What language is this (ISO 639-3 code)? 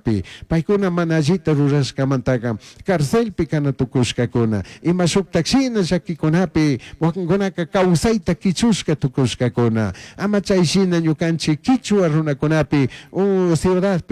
qug